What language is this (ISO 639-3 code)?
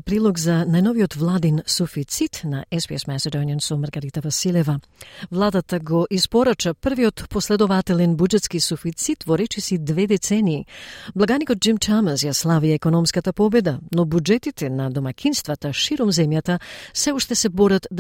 mkd